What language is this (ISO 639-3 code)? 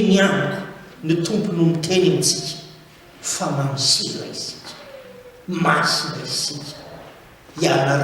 mlg